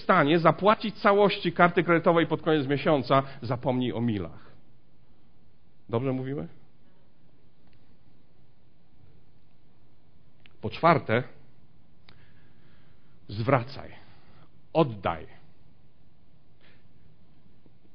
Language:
Polish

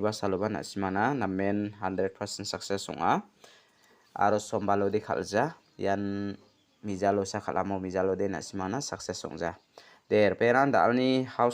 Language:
Garo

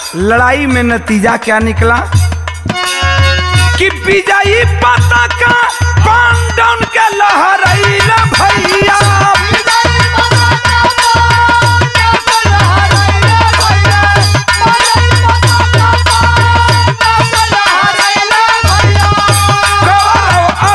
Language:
Bhojpuri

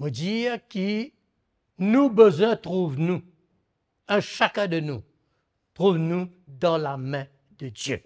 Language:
Morisyen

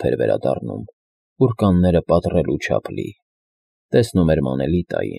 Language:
Armenian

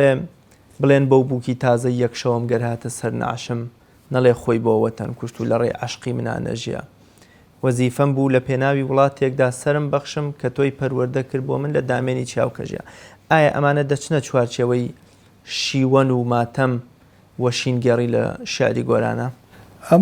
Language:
Central Kurdish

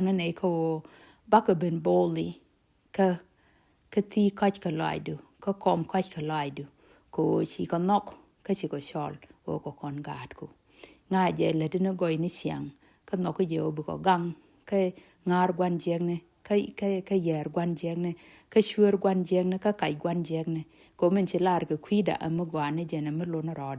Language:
Nuer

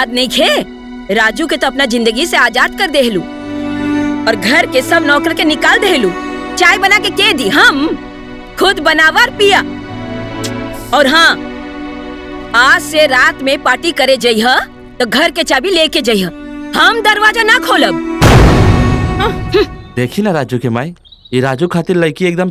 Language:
Bhojpuri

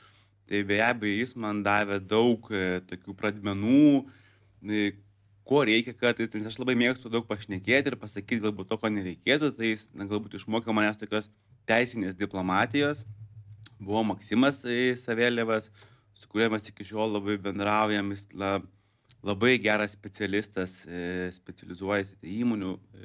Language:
Lithuanian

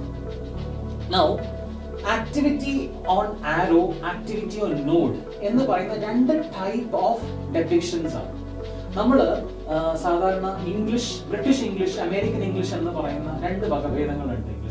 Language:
Malayalam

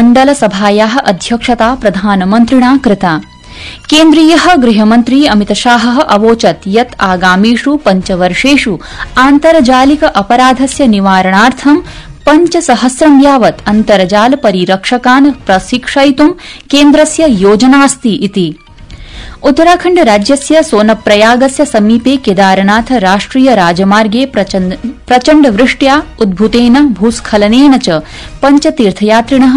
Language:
Sanskrit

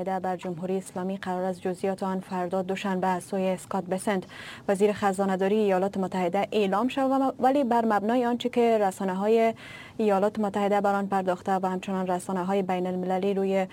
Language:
Persian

